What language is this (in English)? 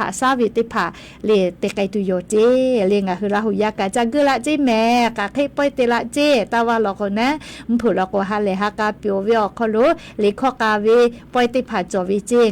Lahu